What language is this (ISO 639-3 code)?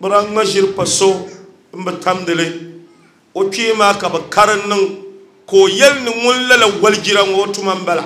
dag